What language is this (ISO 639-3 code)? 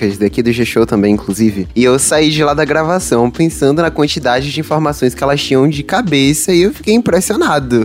por